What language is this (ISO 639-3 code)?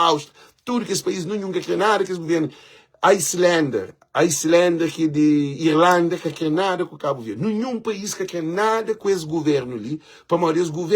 kea